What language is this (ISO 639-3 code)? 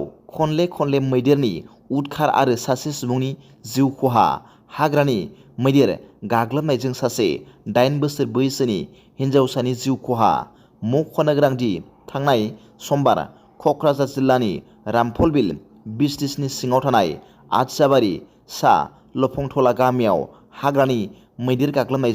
brx